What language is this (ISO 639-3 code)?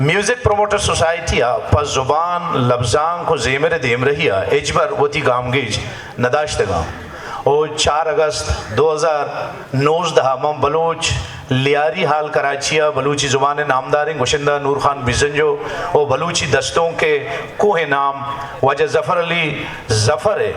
bgp